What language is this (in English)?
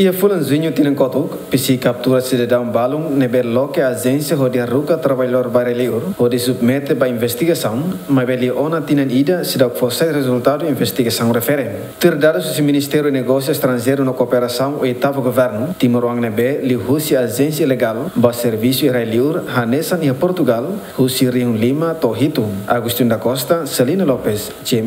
Tetum